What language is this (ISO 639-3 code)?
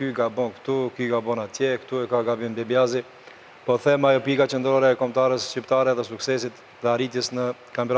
sqi